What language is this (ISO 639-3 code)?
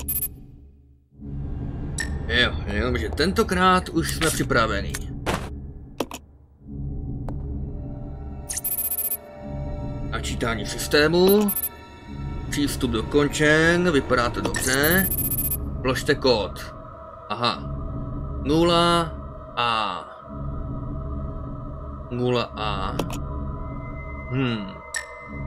ces